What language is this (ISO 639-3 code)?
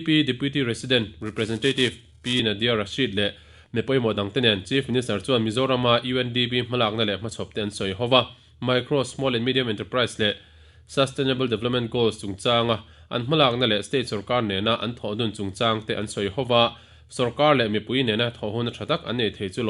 lus